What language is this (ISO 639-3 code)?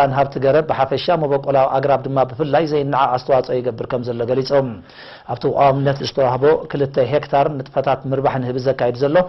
tir